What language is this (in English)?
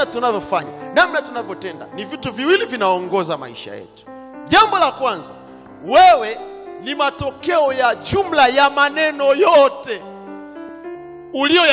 Swahili